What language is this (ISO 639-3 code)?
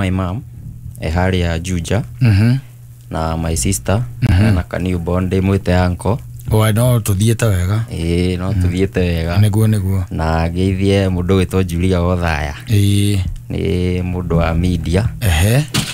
kik